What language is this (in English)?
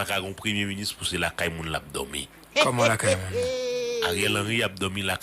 Haitian Creole